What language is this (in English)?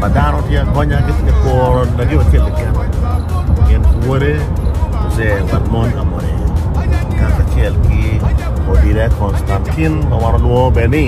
Acoli